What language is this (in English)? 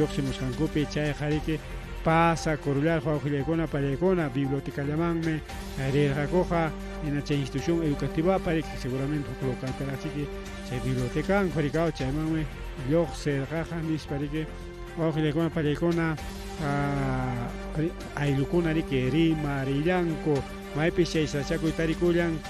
Ayacucho Quechua